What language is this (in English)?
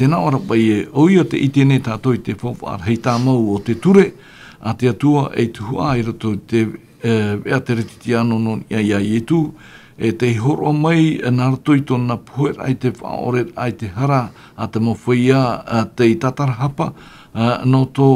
Tahitian